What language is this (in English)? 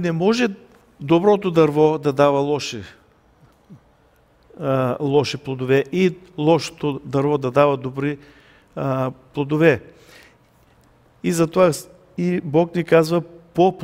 Bulgarian